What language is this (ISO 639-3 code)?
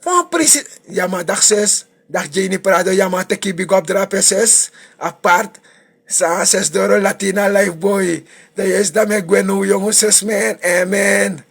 srn